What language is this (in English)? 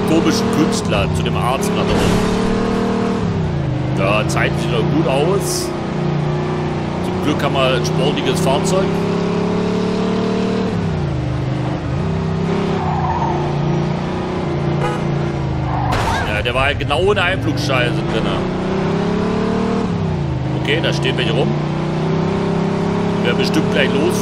German